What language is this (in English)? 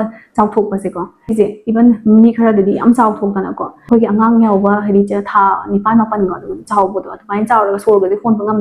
Manipuri